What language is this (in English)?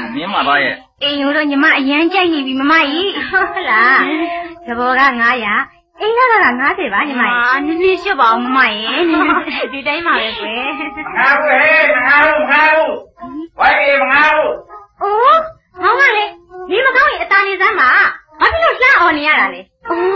Burmese